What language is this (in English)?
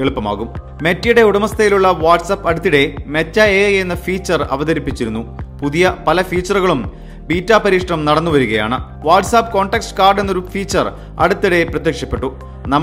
Malayalam